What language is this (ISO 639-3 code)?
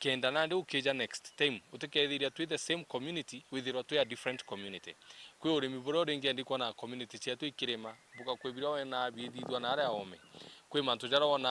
mer